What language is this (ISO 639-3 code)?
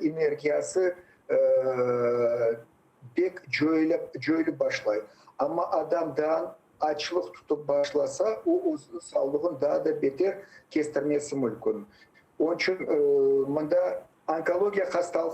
crh